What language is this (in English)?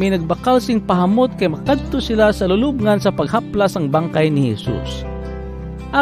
Hiligaynon